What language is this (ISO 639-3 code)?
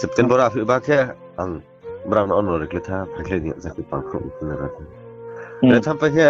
ria